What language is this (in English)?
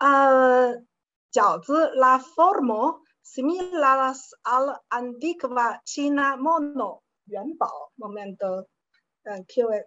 Esperanto